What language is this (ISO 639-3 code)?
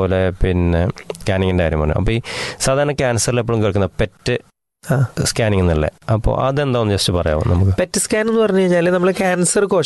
mal